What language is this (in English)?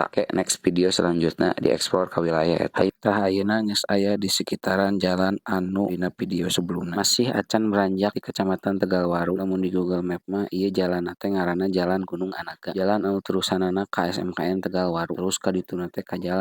Sundanese